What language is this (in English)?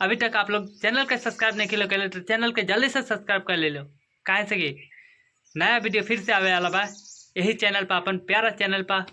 Bhojpuri